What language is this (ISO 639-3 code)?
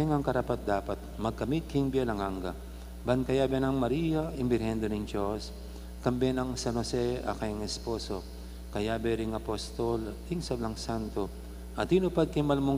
pam